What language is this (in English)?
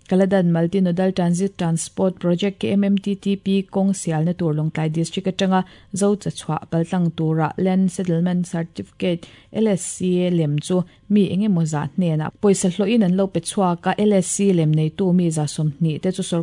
Mizo